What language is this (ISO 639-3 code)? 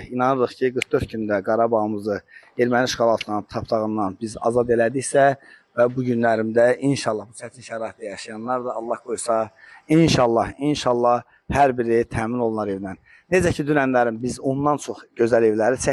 aze